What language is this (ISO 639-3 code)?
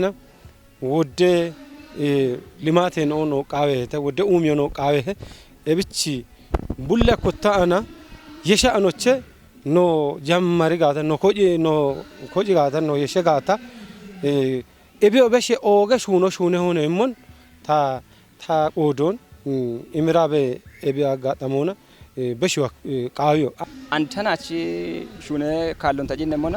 kbr